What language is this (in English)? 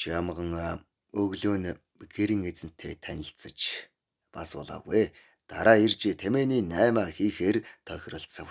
Mongolian